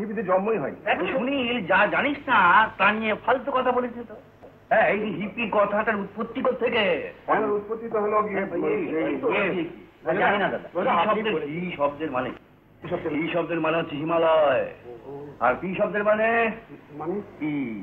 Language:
Bangla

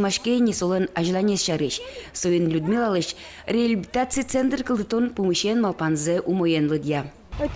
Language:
Udmurt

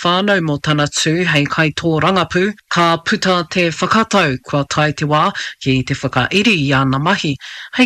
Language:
Māori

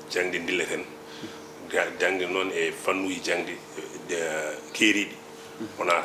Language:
Fula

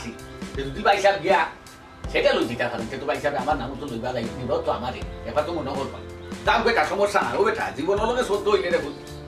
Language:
Sylheti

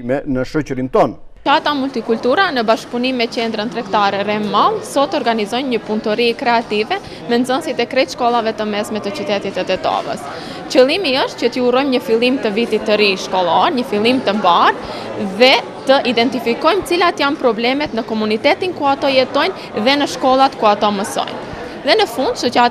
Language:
Albanian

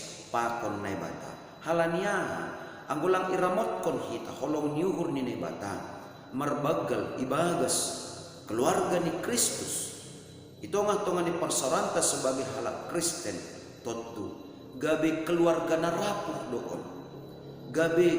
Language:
Batak Simalungun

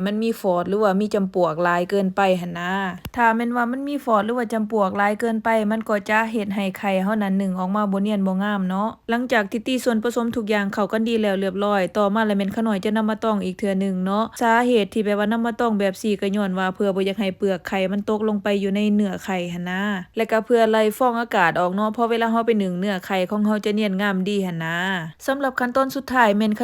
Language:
Lao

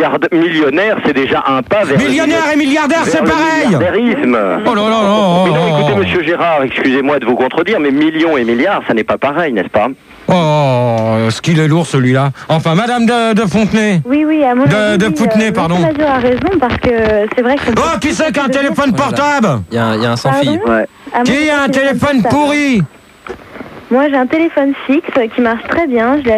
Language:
French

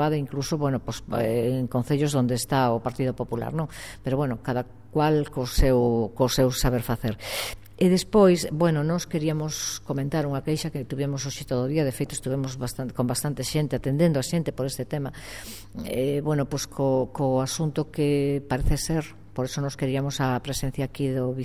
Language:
Galician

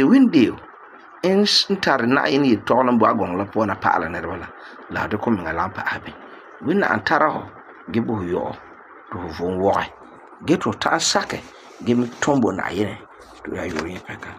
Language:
Frafra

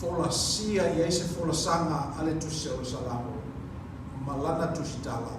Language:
Samoan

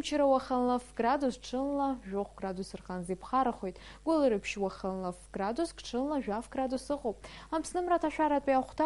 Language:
Abkhazian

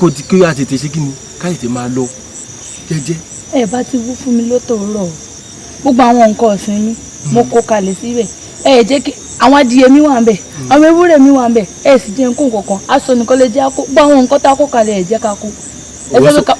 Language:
Yoruba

